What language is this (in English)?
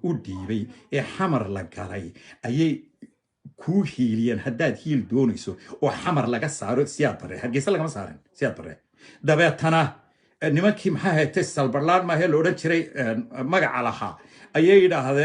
Somali